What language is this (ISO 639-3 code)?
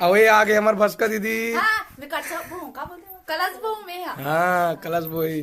hne